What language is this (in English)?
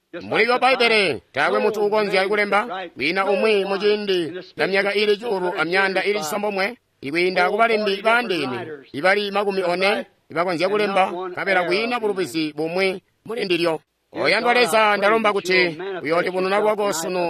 Tonga (Zambia)